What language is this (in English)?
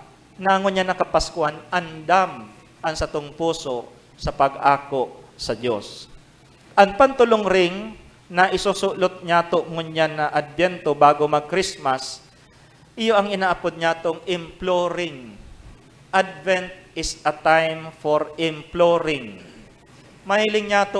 Bikol